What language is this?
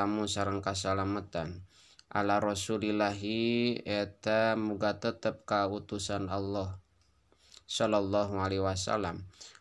Sundanese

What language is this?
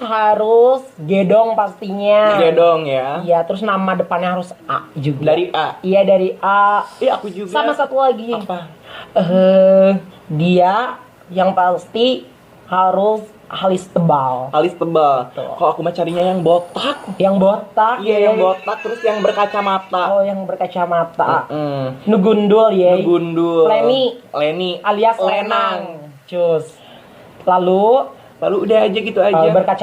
Banjar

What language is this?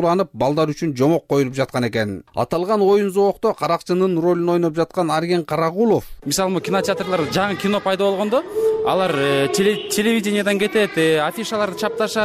Kyrgyz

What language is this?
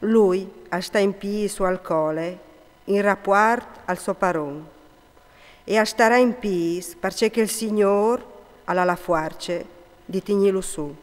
Friulian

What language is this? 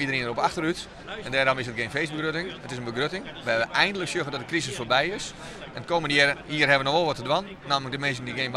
Western Frisian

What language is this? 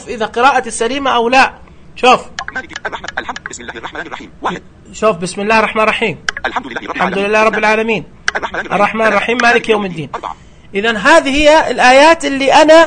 Najdi Arabic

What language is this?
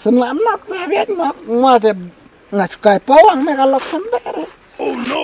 Khasi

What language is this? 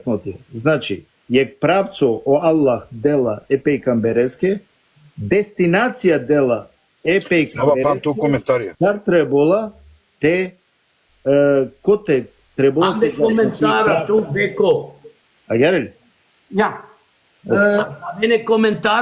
Balkan Romani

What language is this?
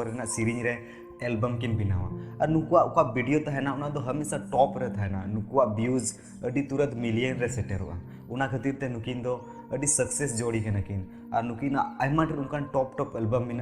Santali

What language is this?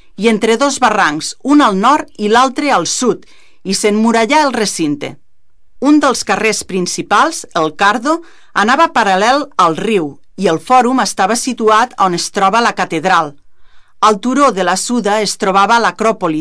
Catalan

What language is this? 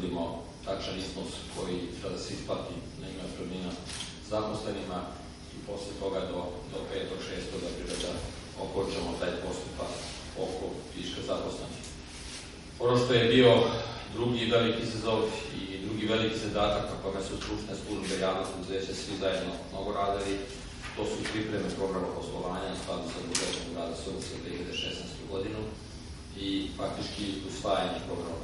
Serbian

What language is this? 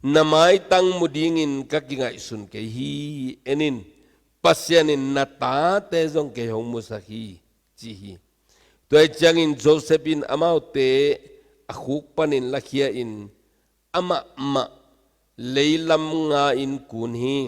Tedim Chin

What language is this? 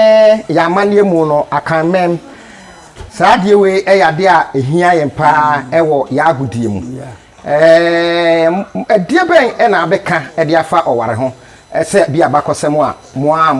Akan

